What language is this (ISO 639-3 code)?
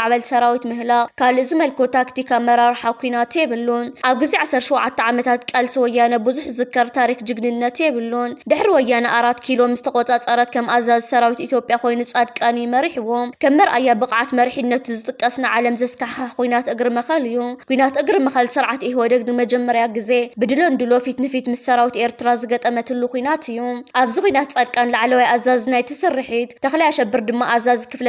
tir